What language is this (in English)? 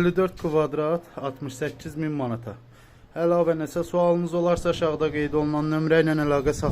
Azerbaijani